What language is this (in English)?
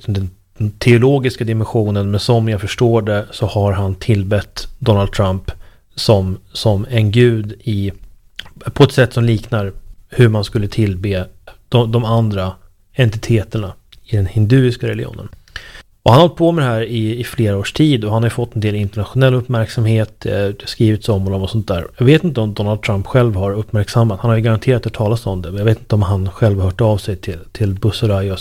Swedish